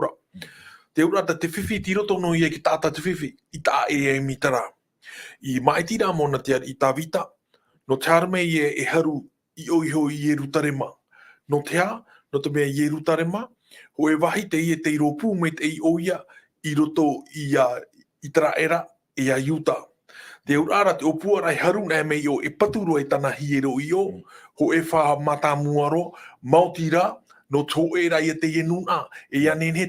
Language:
Tahitian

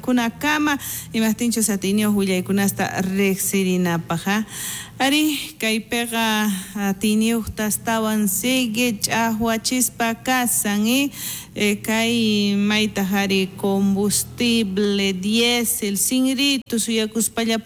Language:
South Bolivian Quechua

